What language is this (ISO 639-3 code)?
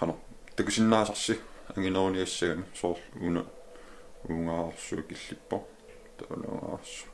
kal